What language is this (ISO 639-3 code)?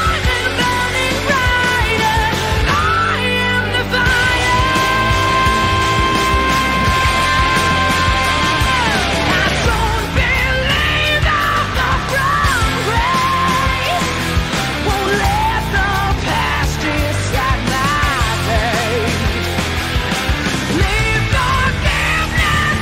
eng